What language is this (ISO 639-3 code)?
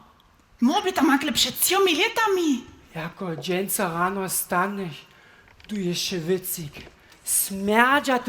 hsb